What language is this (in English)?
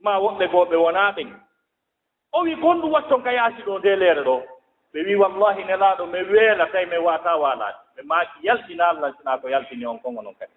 Fula